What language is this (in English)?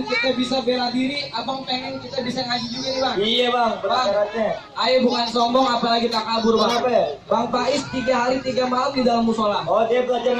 Betawi